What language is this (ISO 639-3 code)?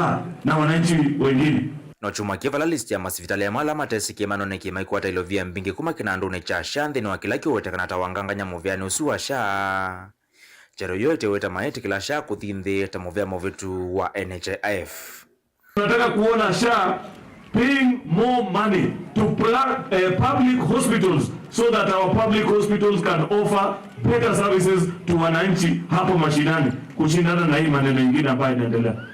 kam